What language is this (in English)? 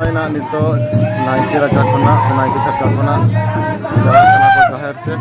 Santali